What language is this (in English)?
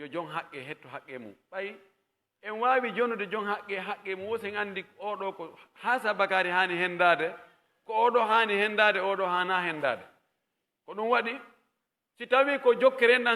Pular